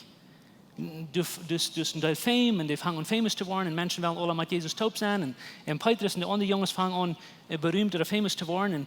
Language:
Plautdietsch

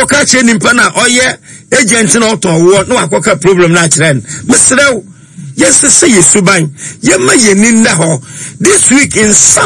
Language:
Akan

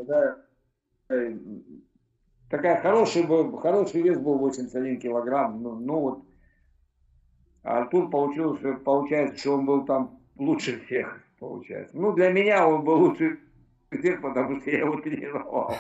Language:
Russian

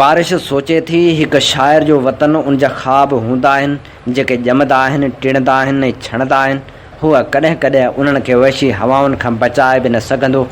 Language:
Sindhi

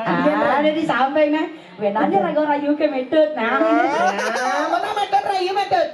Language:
Balinese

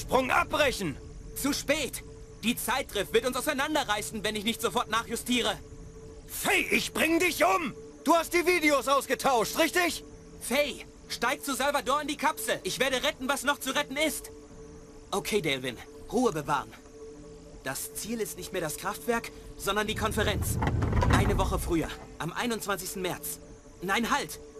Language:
Bavarian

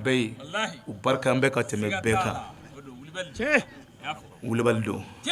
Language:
Bambara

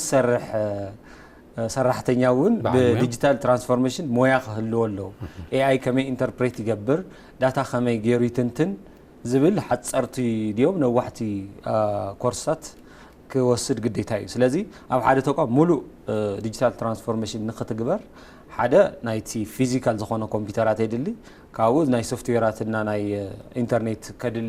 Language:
Tigrinya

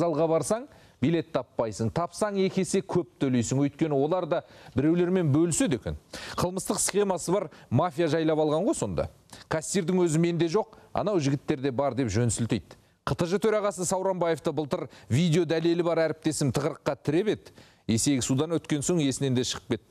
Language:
Kazakh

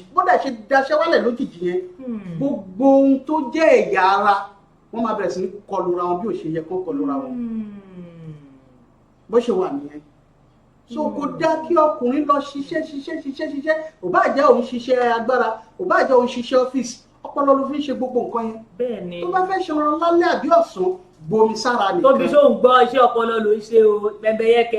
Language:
Yoruba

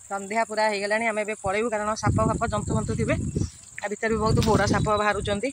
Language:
Odia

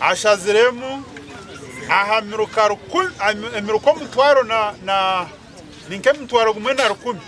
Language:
Nyankole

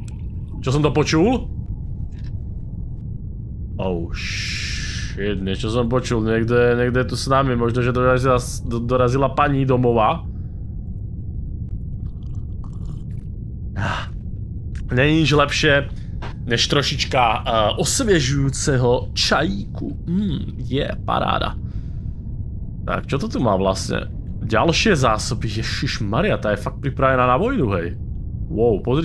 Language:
Slovak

